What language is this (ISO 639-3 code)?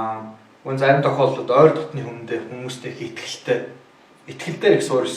mon